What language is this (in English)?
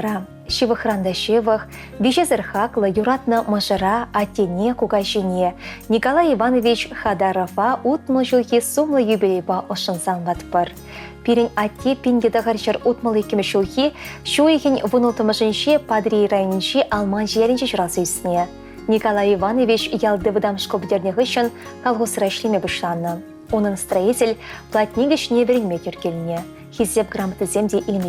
Chuvash